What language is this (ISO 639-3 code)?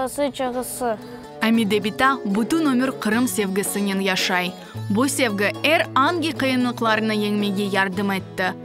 crh